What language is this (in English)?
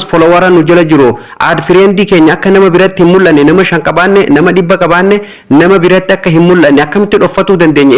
Oromo